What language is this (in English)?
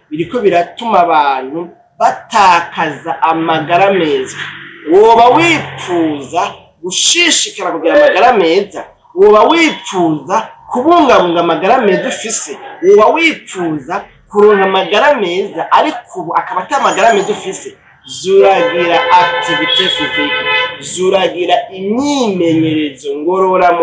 Rundi